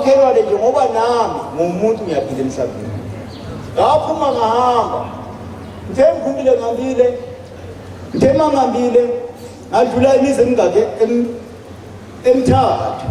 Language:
Zulu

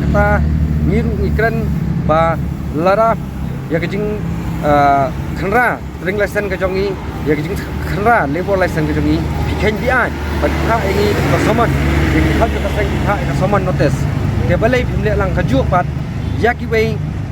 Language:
Khasi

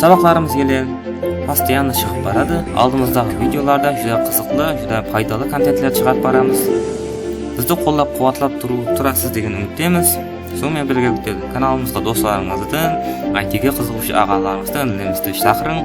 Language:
Kara-Kalpak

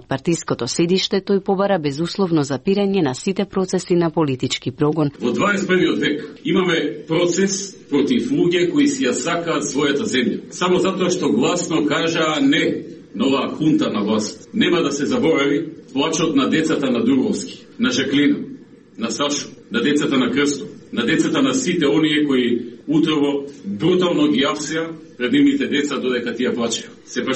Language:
Macedonian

